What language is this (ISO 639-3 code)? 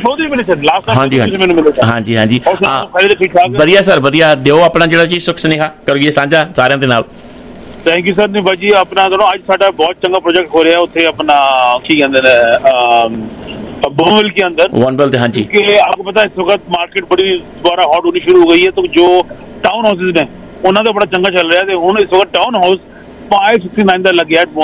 pan